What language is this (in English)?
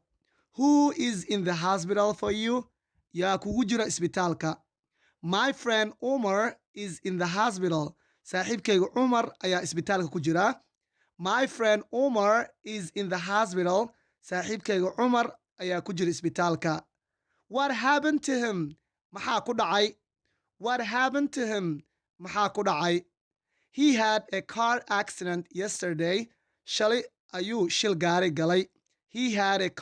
Somali